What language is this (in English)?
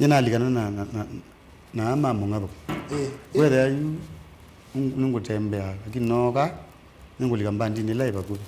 Kamba